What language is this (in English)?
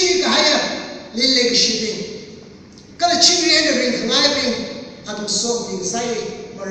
Tangkhul Naga (India)